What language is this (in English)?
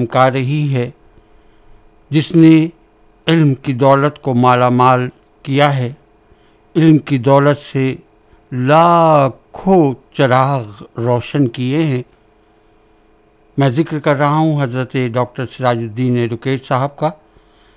Urdu